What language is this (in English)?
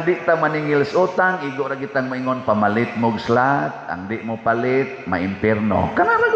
Cebuano